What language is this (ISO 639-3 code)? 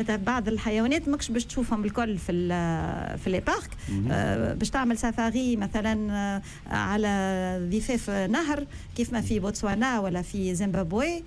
aeb